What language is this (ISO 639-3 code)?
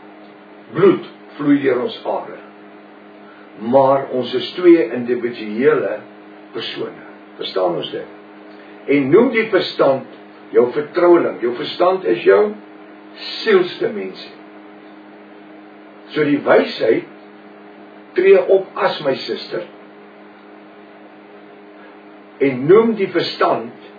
afr